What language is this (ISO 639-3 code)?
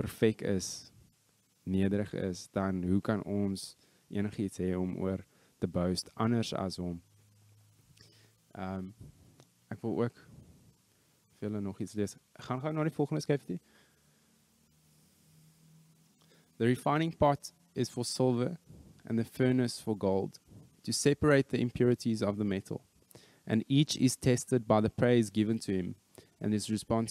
afr